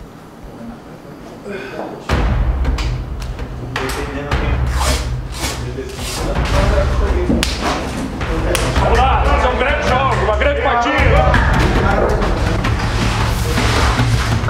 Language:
Portuguese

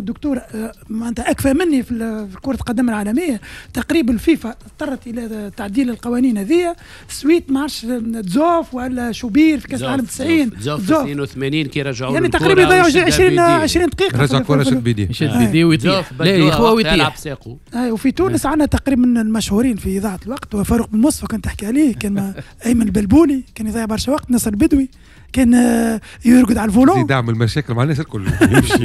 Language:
Tunisian Arabic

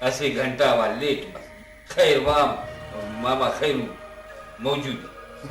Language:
Brahui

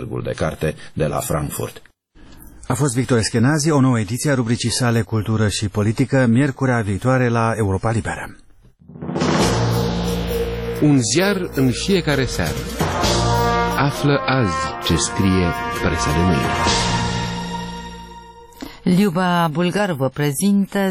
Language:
Romanian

